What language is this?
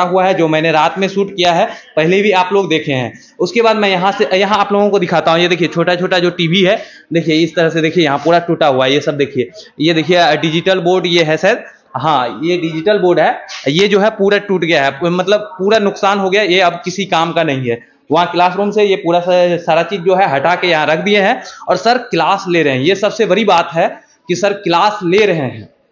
Hindi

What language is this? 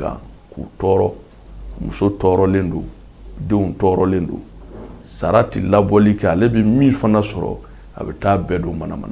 Bambara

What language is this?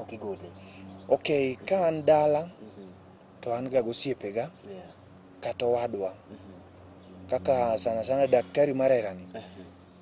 Luo (Kenya and Tanzania)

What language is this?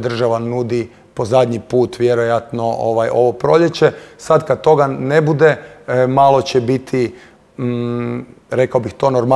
Croatian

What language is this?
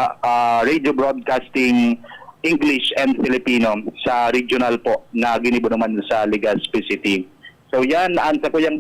Bikol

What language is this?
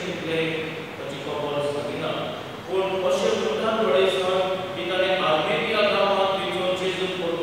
Konkani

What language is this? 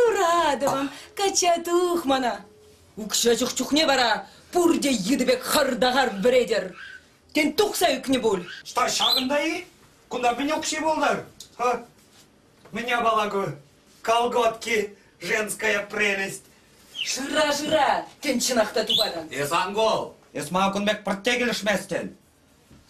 Chuvash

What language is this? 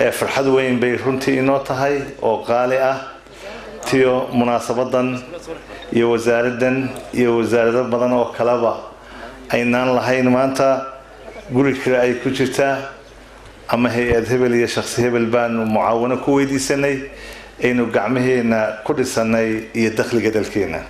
Somali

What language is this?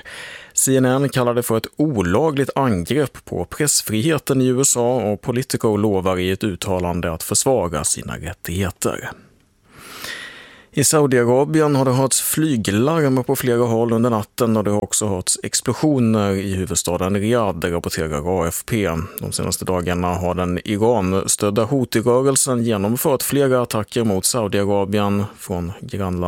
Swedish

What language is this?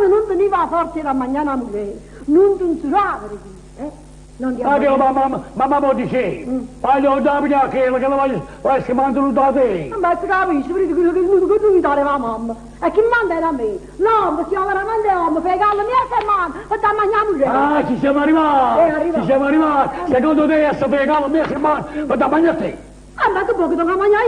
Neapolitan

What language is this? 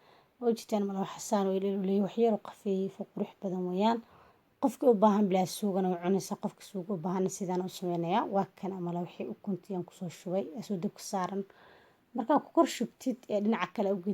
Somali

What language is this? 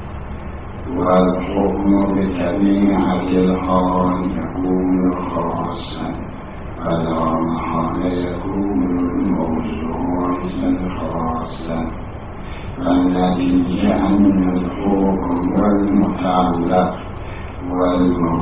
Arabic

